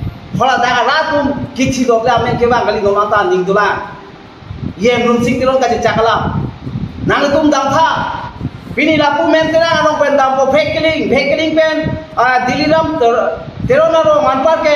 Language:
Karbi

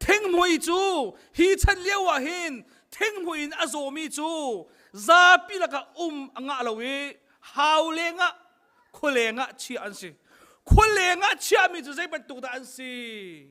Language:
Hakha Chin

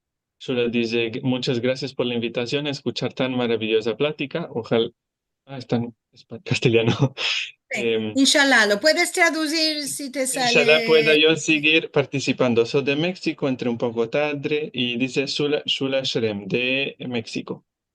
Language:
Ladino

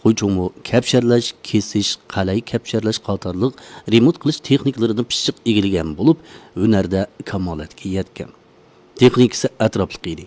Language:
Uyghur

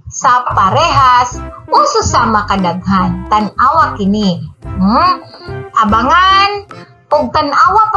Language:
Cebuano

